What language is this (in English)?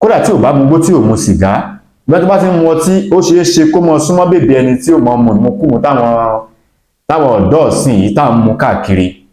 Yoruba